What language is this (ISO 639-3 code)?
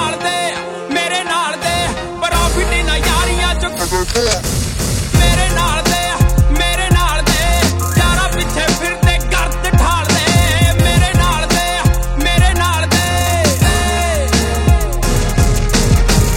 pan